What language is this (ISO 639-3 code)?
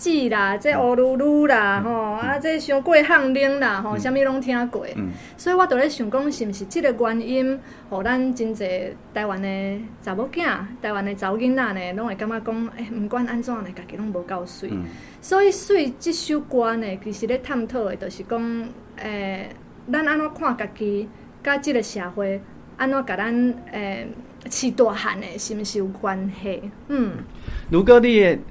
nan